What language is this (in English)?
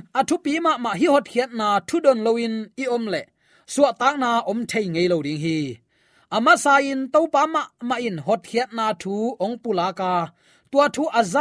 Tedim Chin